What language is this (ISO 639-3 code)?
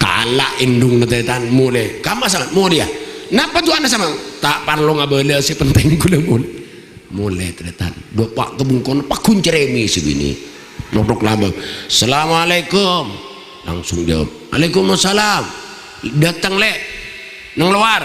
mad